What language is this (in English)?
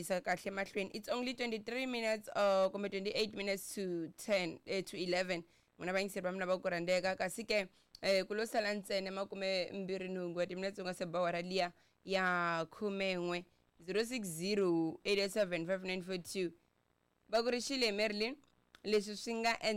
Tsonga